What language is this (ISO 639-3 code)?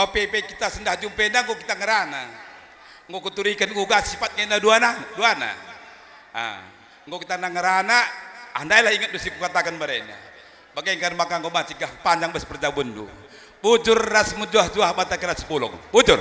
btx